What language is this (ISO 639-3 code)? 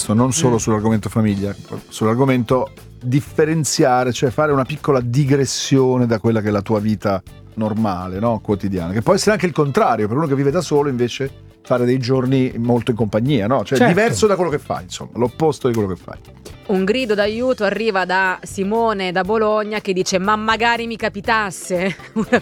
ita